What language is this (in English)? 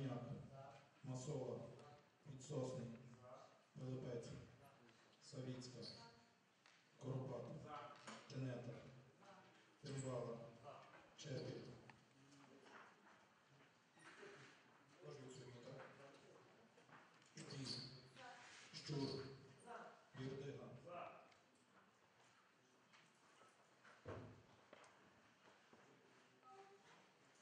Ukrainian